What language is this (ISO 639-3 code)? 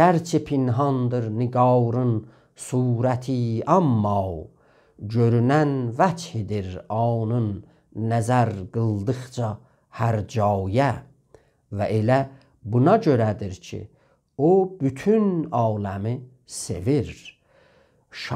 azb